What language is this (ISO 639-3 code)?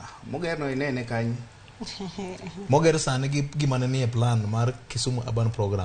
luo